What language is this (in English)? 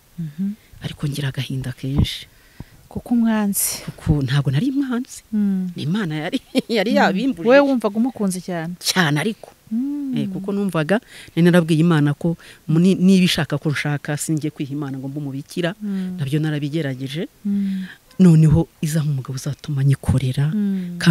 Kinyarwanda